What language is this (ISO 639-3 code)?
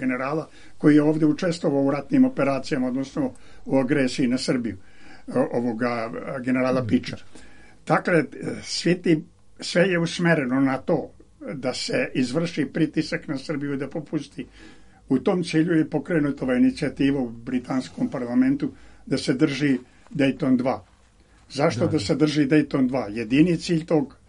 srp